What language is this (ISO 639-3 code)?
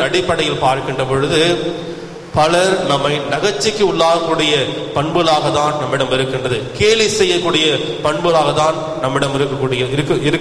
tam